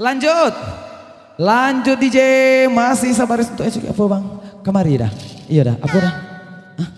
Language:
Minangkabau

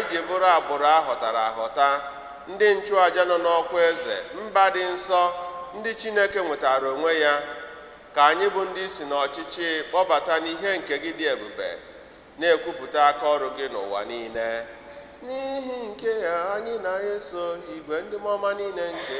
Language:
Igbo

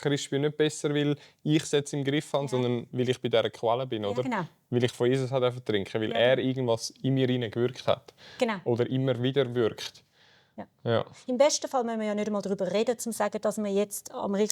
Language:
Swiss German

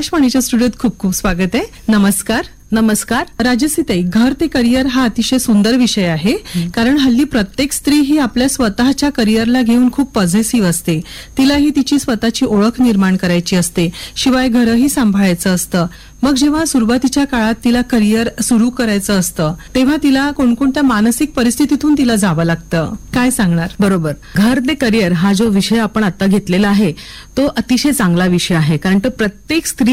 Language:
Marathi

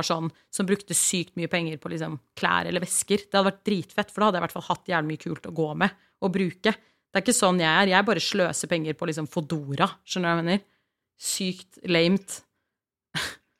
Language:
Norwegian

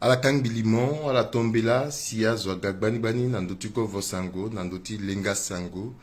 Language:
Sango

